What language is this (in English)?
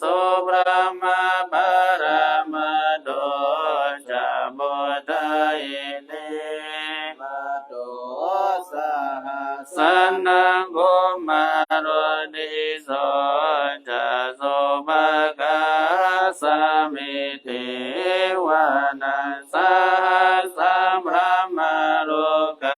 Pali